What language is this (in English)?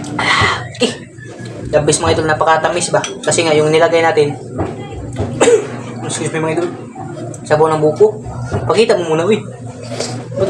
Filipino